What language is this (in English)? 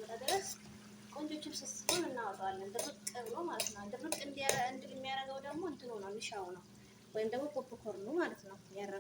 Amharic